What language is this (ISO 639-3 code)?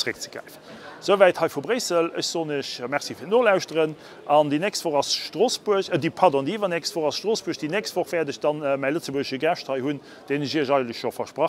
ltz